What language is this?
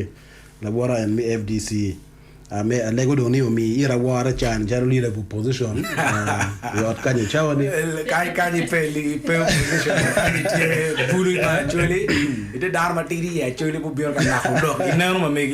Acoli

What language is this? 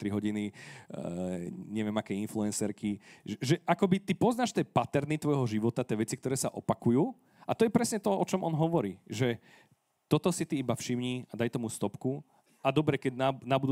Slovak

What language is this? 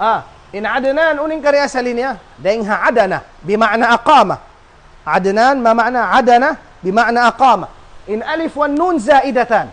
Tausug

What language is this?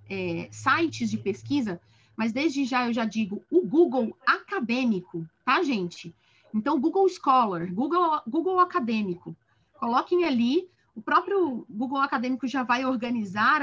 Portuguese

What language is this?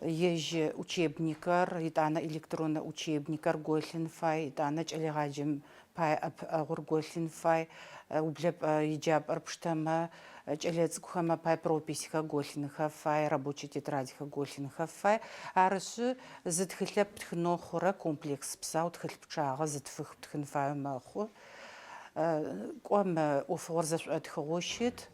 Adyghe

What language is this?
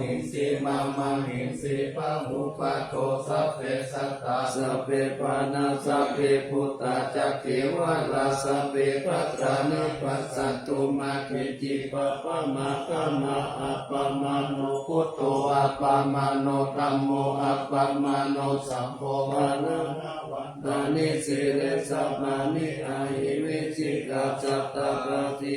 Pali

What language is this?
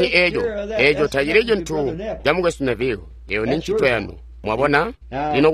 Tonga (Zambia)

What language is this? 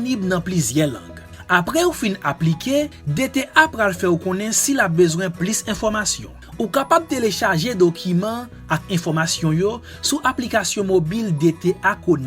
Haitian Creole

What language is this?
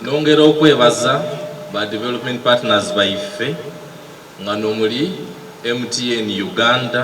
Soga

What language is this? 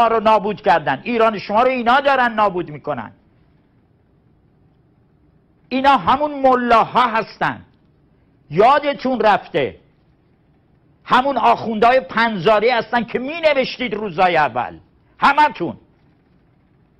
Persian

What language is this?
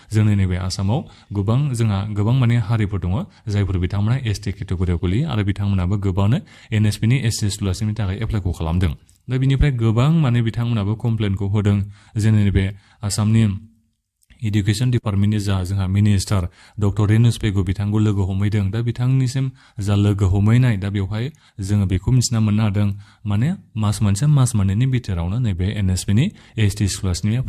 Bodo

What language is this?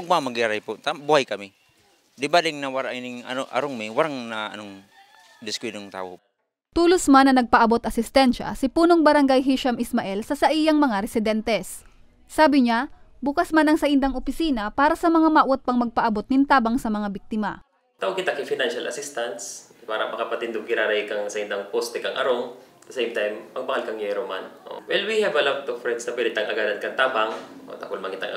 Bikol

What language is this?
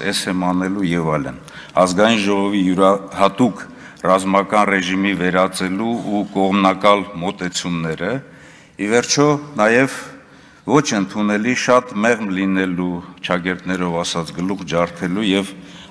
Armenian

